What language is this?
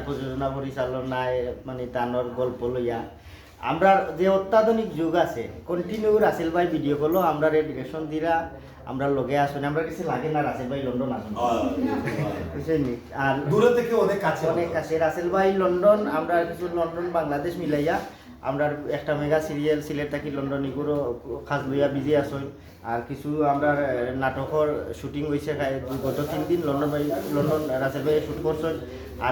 Sylheti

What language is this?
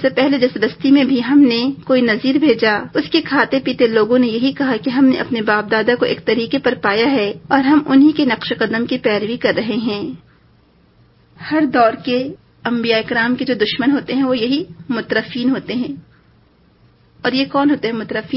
Urdu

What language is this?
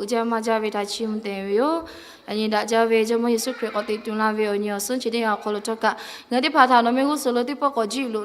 Lahu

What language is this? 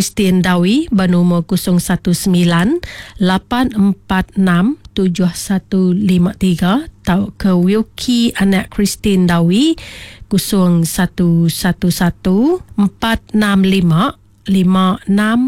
Iban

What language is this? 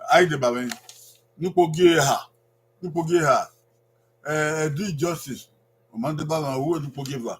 Bini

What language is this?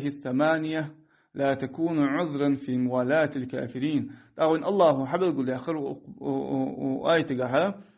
Ingush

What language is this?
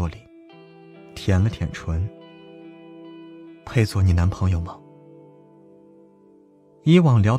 Chinese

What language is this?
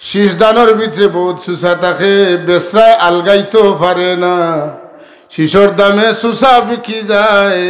Sylheti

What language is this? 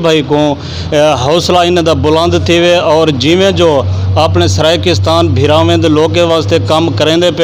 Saraiki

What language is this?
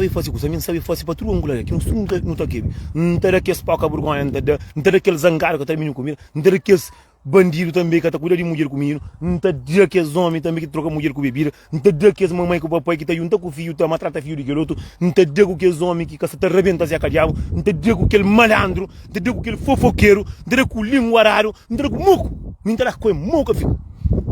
Kabuverdianu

